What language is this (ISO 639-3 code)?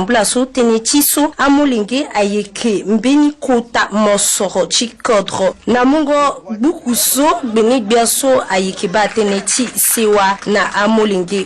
sag